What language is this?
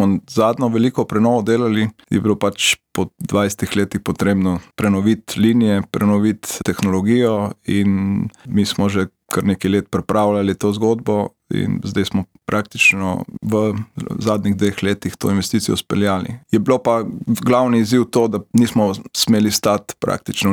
Slovenian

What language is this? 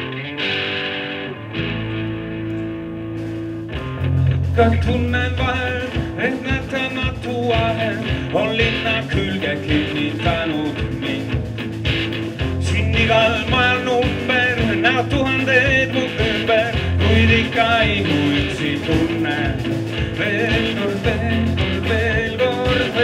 Estonian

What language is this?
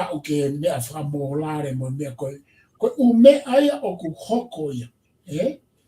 Tongan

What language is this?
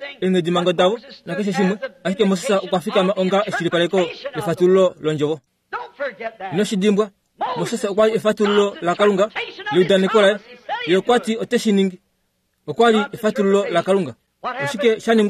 Kuanyama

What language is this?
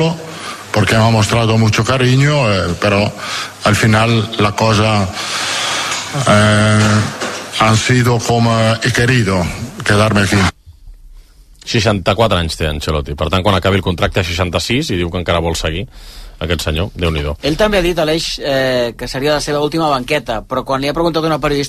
Catalan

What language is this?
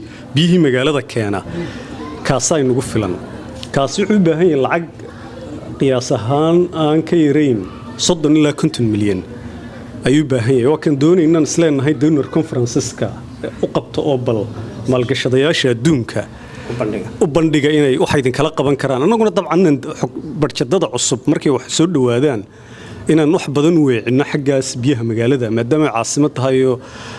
Somali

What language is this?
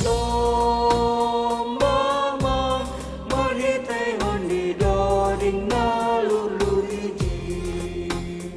Batak Simalungun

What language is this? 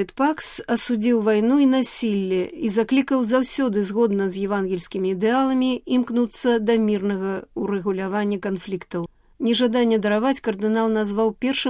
Belarusian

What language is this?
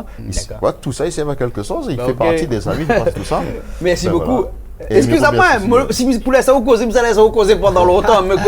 Réunion Creole French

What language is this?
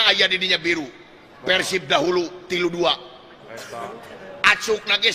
Sundanese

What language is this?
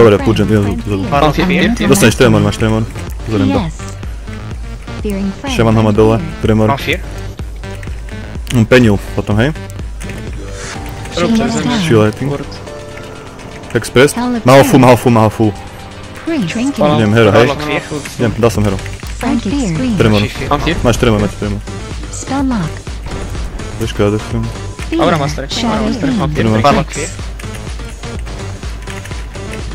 Slovak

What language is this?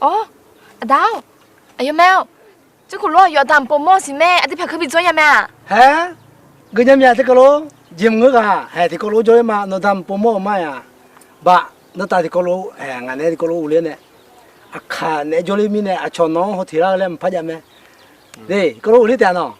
Akha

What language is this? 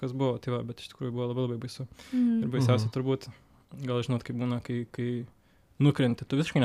Lithuanian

